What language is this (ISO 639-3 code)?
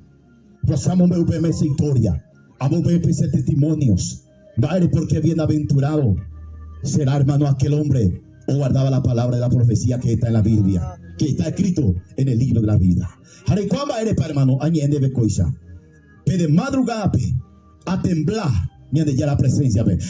grn